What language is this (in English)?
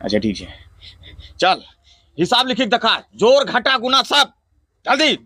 Angika